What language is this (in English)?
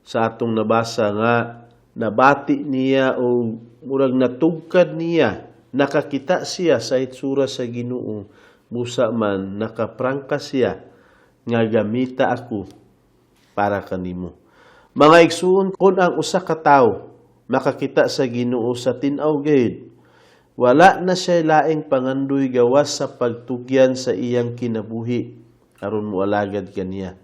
Cebuano